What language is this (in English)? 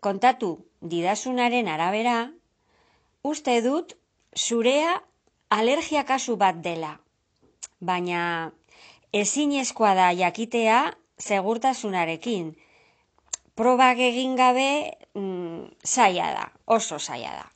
Basque